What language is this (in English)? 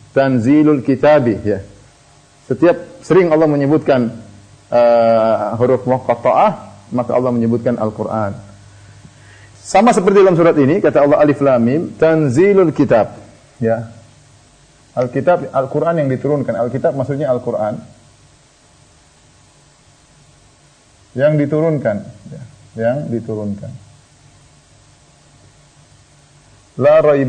Indonesian